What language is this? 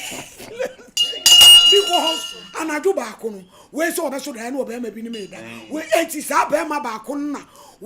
Akan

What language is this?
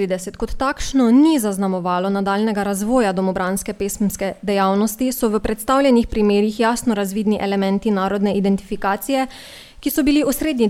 Slovenian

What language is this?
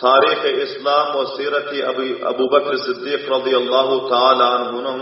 Turkmen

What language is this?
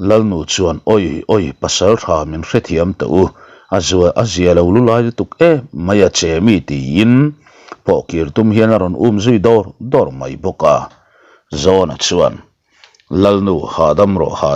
Mizo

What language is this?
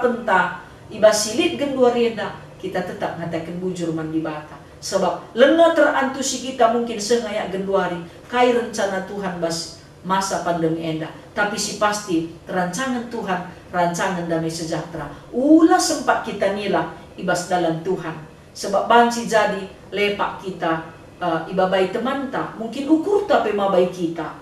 Batak Karo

